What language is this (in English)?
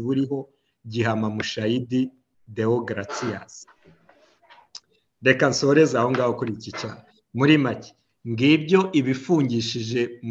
Kinyarwanda